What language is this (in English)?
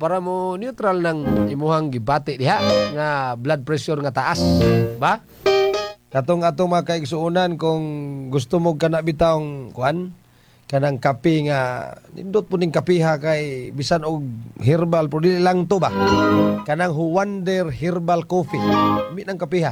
Cebuano